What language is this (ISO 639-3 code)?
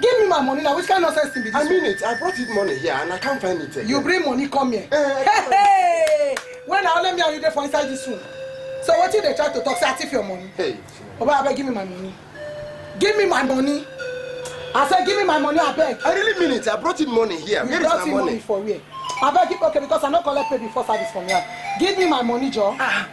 pcm